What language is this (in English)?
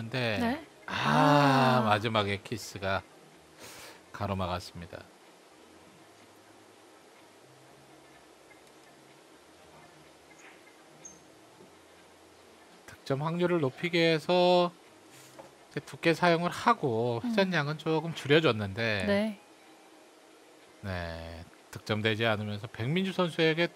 Korean